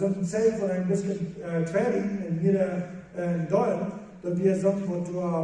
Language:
Plautdietsch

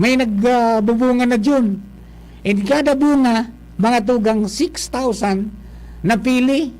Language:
Bikol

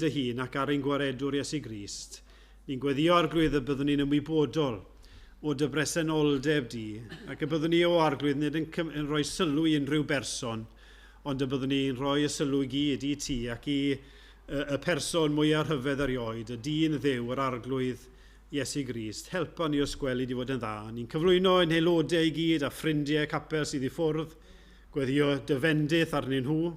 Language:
Welsh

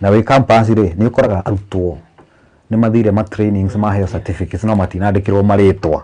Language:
Kikuyu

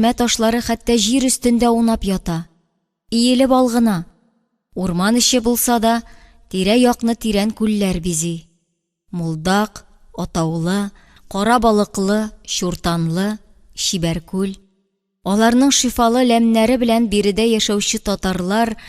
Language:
Tatar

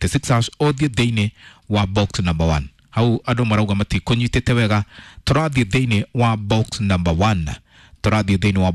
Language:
Kikuyu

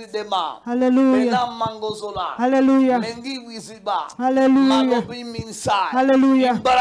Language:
Kinyarwanda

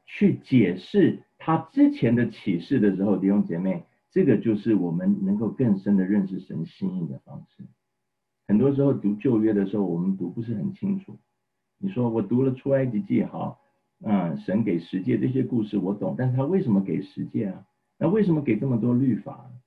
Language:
Chinese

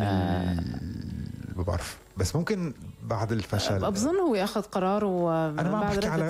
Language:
North Levantine Arabic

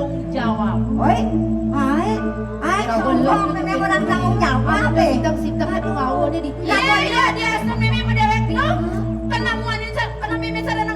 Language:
Balinese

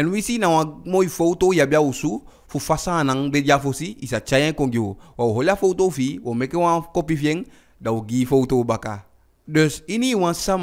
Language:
Eastern Maroon Creole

